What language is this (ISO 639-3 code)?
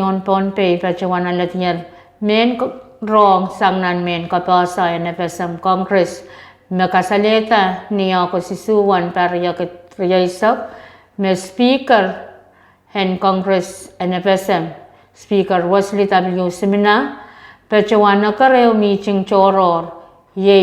pon